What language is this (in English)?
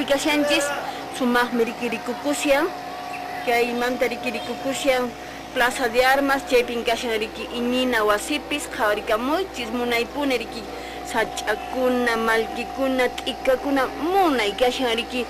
Quechua